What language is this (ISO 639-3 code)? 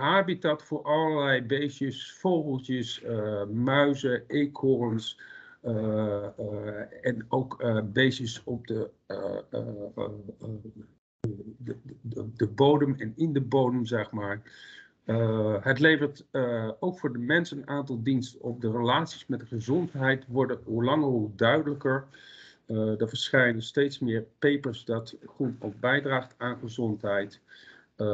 nld